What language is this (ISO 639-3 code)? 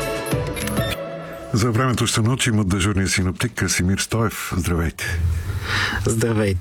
bul